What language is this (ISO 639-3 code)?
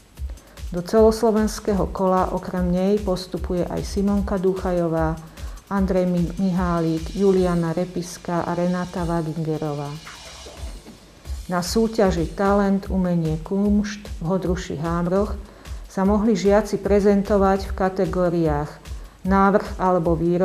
slk